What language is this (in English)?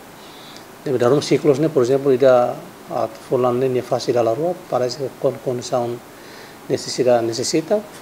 Tetum